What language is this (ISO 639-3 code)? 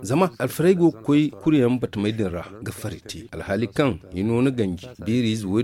dje